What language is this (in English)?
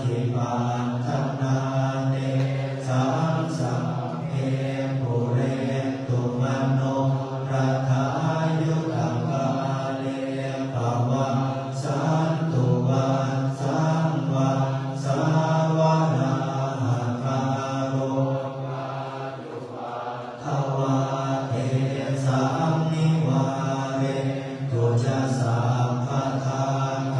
Pali